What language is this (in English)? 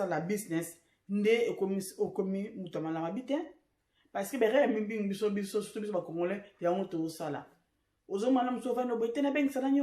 Lingala